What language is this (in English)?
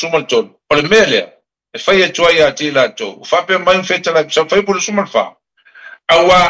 Samoan